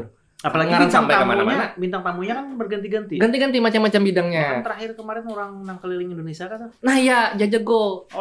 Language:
Banjar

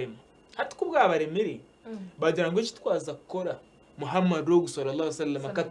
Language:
Nyankole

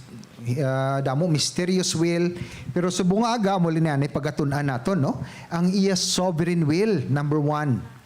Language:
Hiligaynon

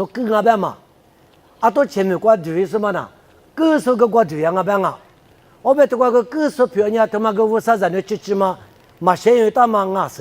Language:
Lisu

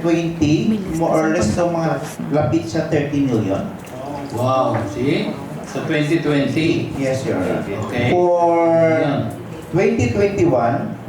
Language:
Hiligaynon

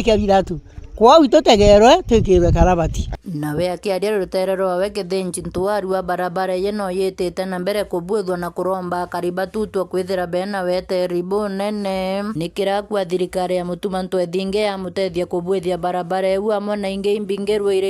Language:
Meru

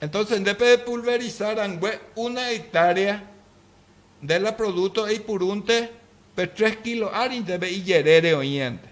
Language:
Guarani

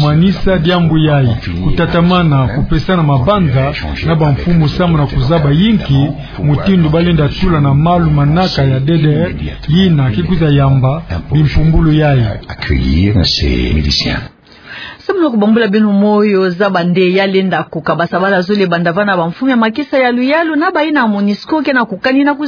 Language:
Kituba (Democratic Republic of Congo)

